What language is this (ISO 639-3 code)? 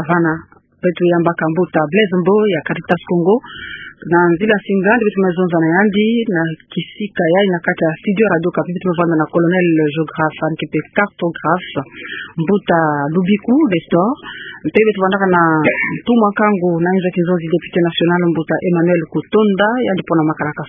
ktu